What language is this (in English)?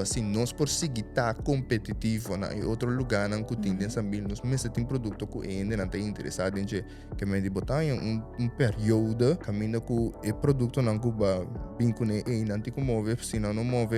Papiamento